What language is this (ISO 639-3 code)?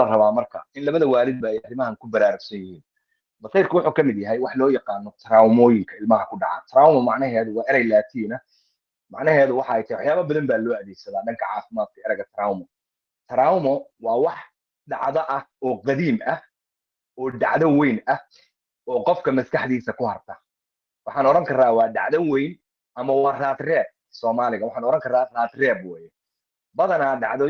som